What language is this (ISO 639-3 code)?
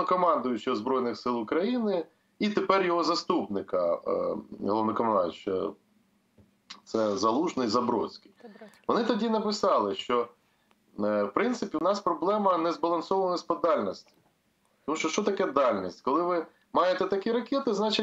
ukr